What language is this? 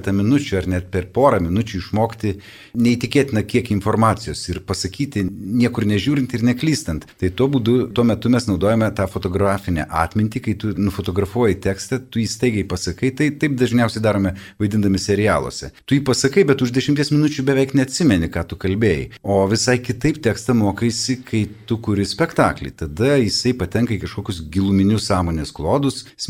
Lithuanian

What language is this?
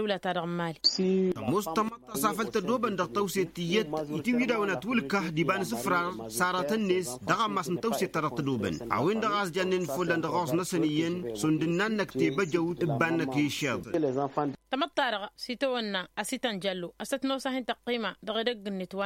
Tamasheq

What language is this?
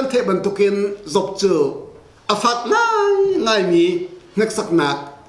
Hakha Chin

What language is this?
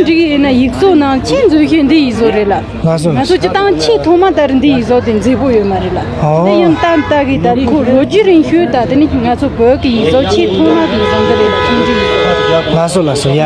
Tibetan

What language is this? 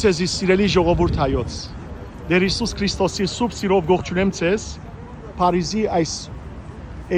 Western Armenian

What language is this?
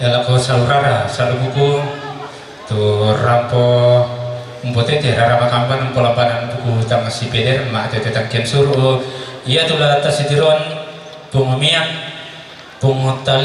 Toraja-Sa'dan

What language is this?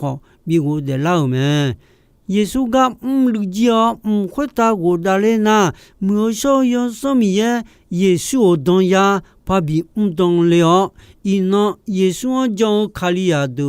Akha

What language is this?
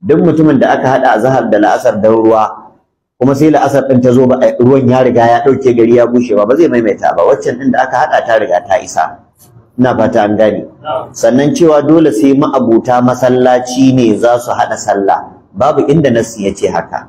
Hausa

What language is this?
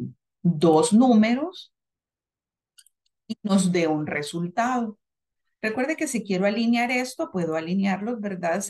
Spanish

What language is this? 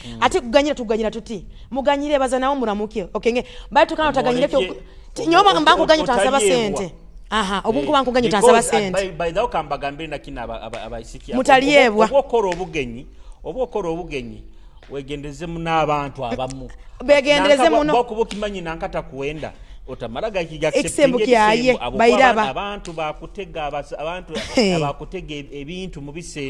Nyoro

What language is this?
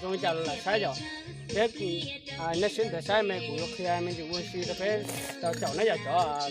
Hmong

